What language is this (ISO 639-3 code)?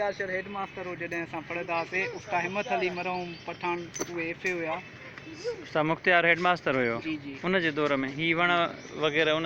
snd